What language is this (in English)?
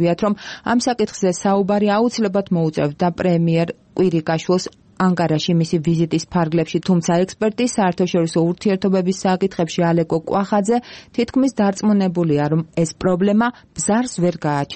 Georgian